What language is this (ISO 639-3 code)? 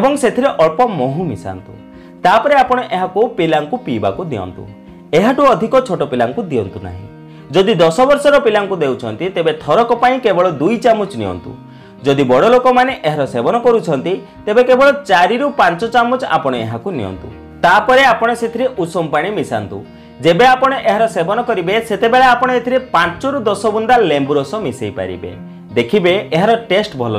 ori